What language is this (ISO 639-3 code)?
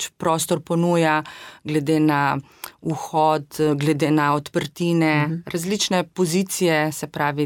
slv